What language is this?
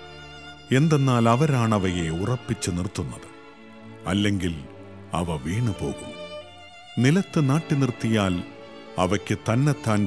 Malayalam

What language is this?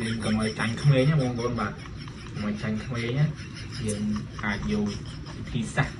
Khmer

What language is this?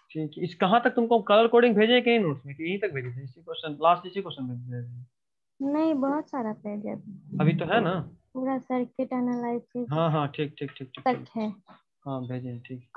Hindi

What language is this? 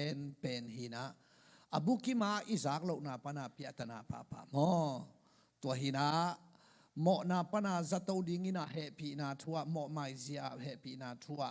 Tedim Chin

